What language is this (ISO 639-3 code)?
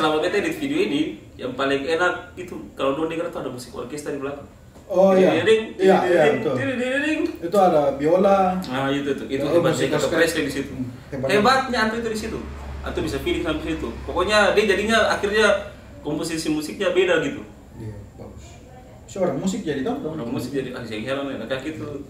abs